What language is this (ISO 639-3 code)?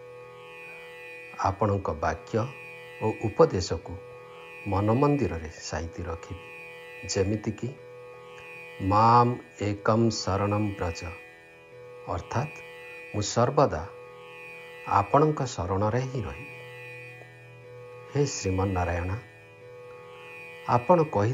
ori